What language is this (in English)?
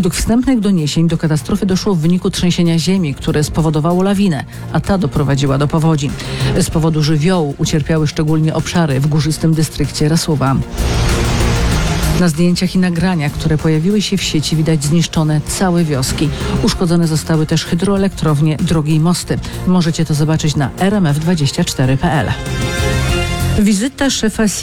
Polish